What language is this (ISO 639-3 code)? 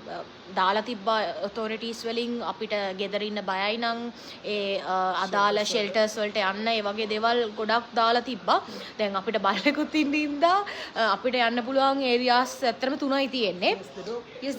sin